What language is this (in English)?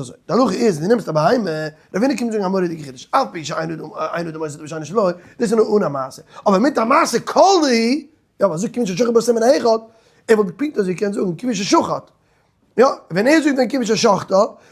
Yiddish